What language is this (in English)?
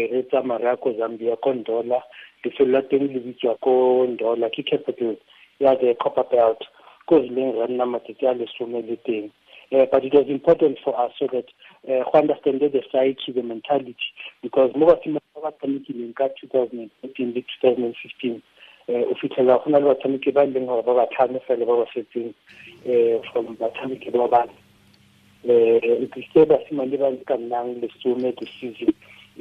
Tswana